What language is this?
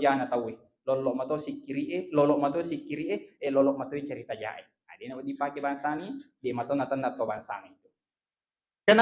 Buginese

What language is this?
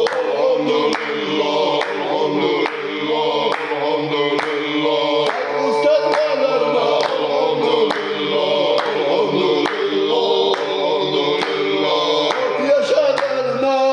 Chechen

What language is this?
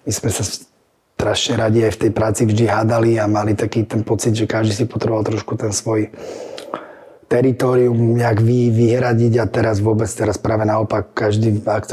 Slovak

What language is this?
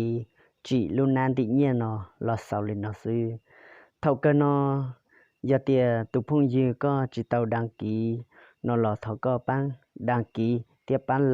Hmong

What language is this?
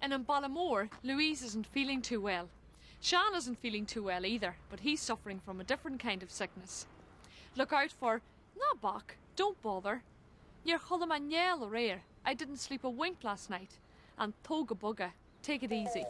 Irish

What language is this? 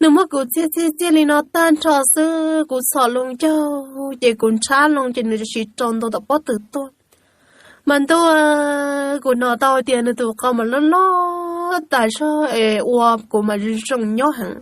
Hmong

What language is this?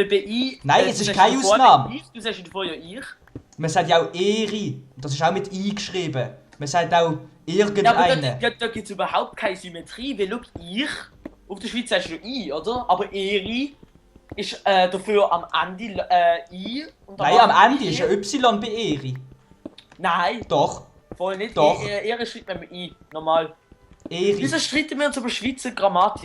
Swiss German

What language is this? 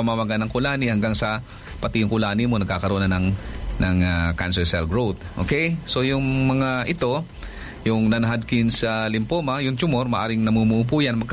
Filipino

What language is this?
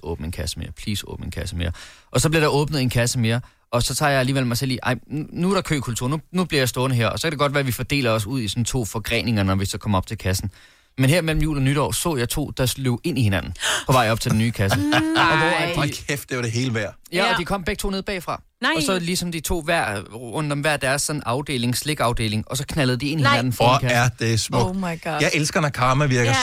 Danish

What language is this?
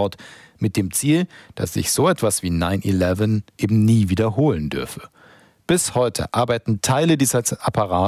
German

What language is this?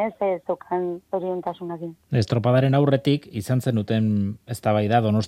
Basque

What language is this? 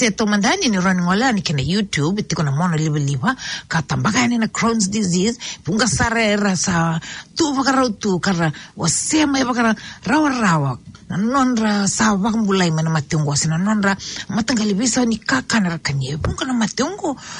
Fijian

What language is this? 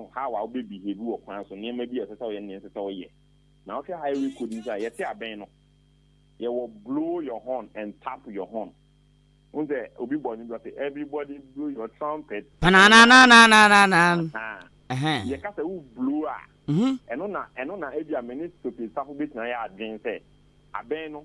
Akan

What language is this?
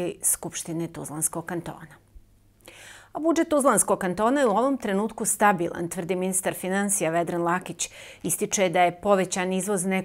Bosnian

